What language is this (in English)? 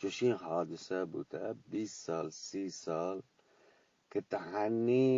Eastern Balochi